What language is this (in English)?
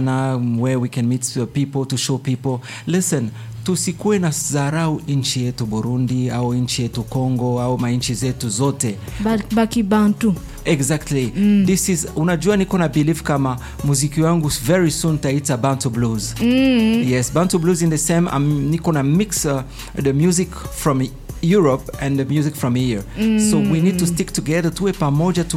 Swahili